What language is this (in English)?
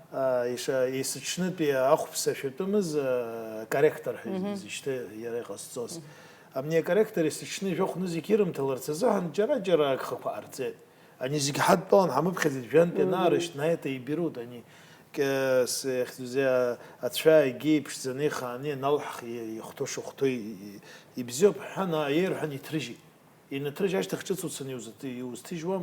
Abkhazian